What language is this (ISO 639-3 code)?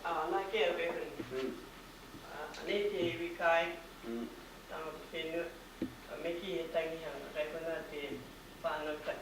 mri